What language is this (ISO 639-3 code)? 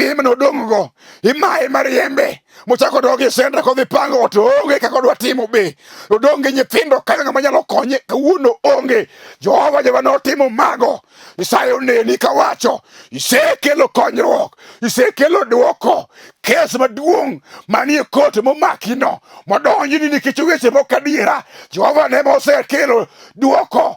luo